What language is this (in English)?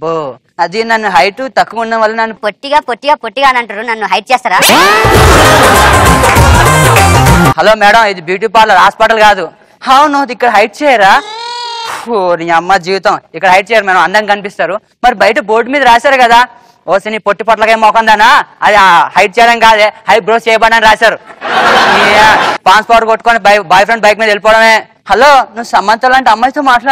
Telugu